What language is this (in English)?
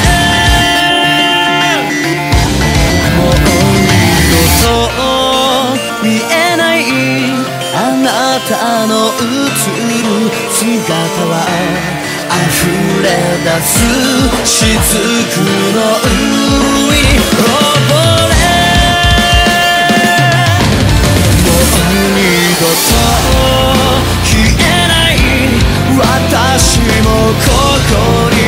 Japanese